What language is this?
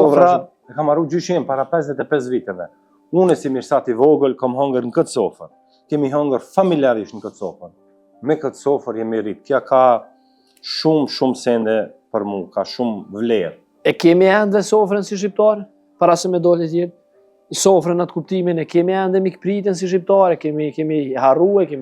Albanian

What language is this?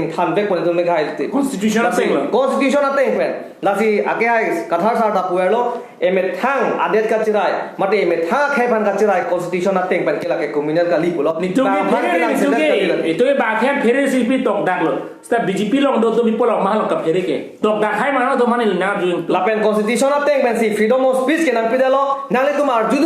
Karbi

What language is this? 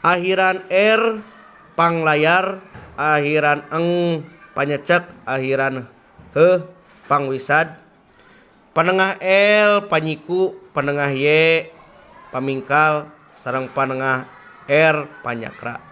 Sundanese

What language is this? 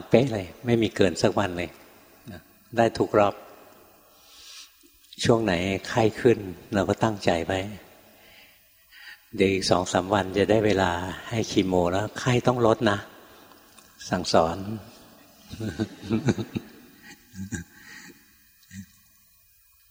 Thai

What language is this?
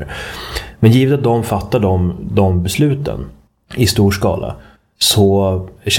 Swedish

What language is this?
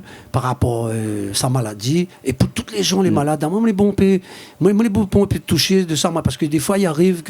Réunion Creole French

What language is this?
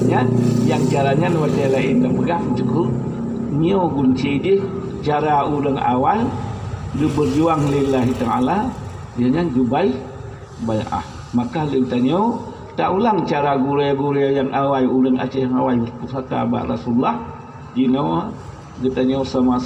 Achinese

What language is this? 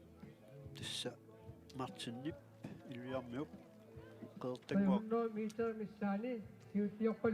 Kalaallisut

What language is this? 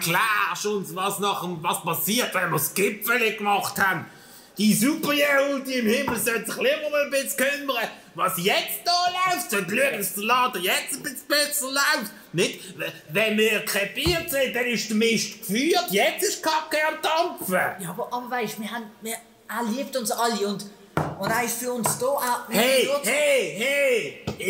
Swiss German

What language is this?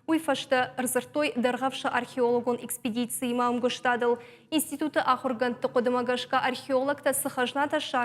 Ossetic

